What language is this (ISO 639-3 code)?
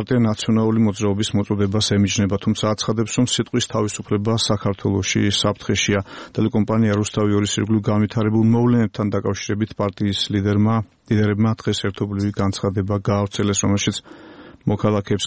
kat